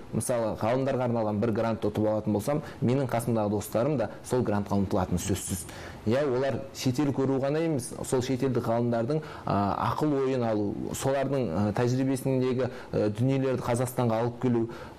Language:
Kazakh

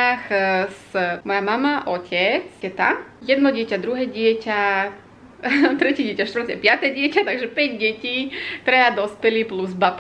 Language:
Slovak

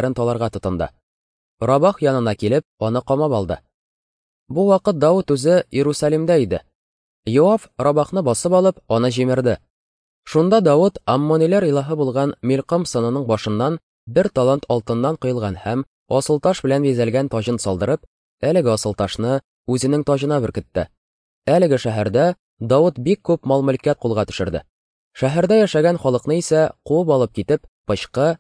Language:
Tatar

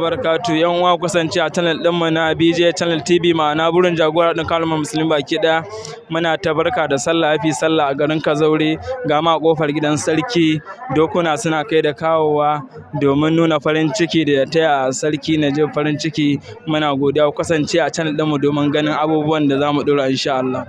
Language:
Hausa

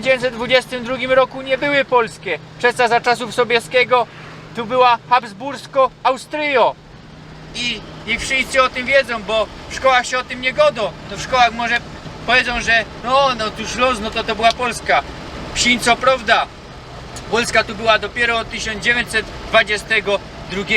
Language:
Silesian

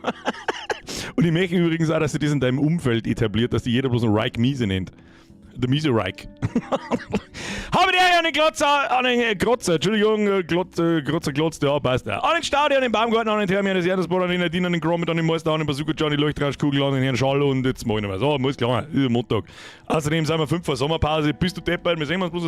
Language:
Bavarian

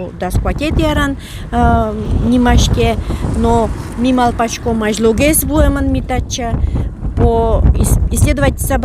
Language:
Udmurt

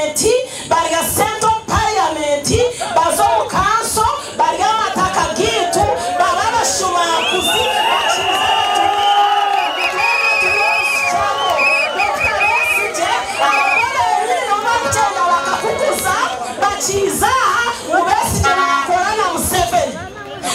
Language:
Nyankole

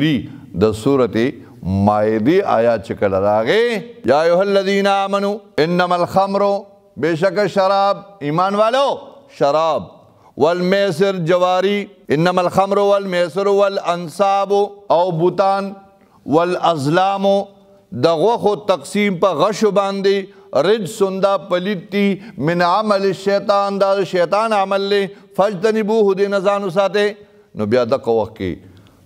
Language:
Pashto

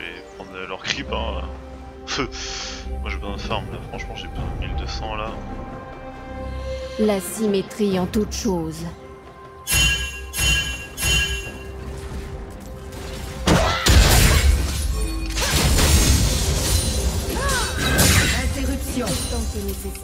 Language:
French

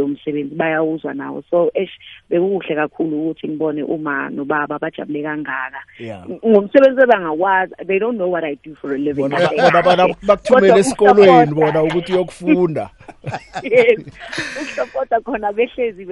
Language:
South Ndebele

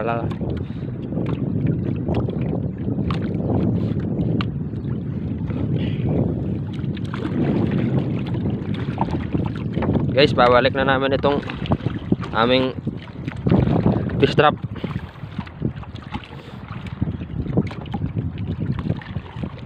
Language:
Filipino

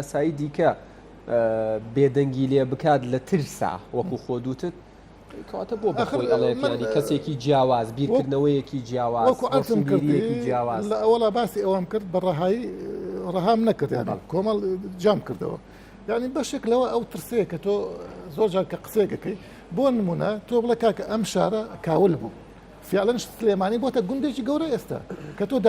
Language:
Central Kurdish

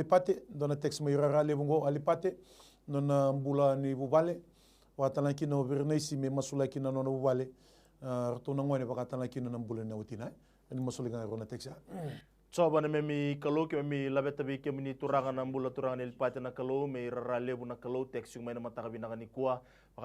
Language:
Fijian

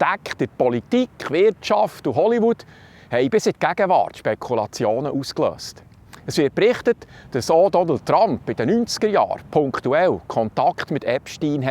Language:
Swiss German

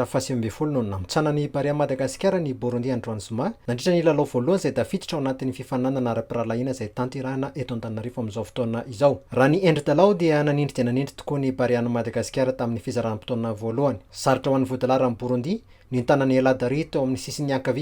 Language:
Malagasy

